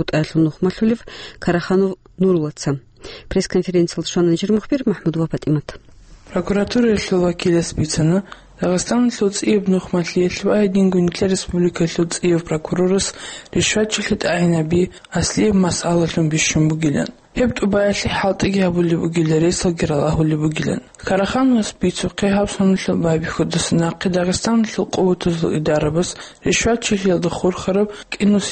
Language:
Avaric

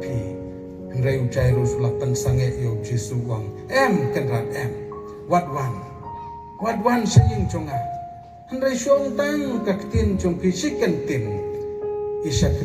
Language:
Khasi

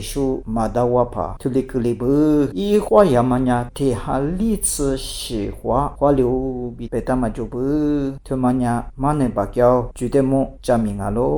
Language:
Lisu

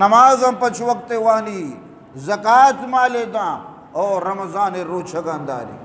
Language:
Eastern Balochi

